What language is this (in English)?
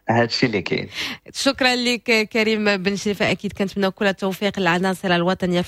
Moroccan Arabic